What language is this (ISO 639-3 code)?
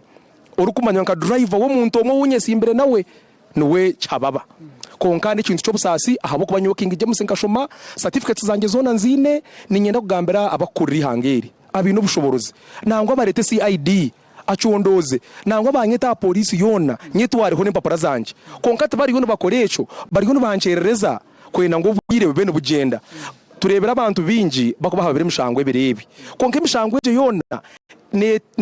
nyn